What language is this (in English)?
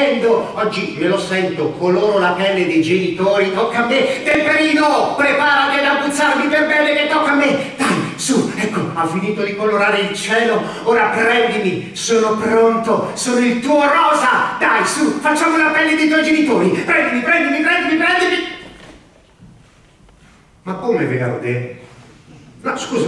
Italian